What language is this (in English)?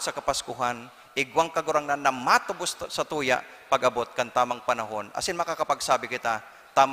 Bikol